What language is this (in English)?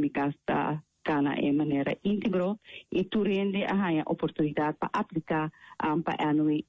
Papiamento